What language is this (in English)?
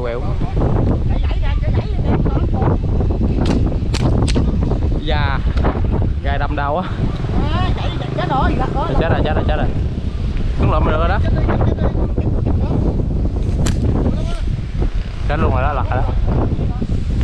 Vietnamese